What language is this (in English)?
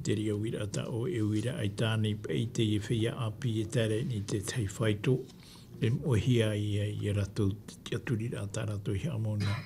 Tahitian